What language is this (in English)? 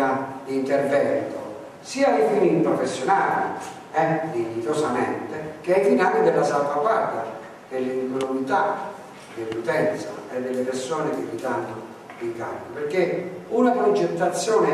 Italian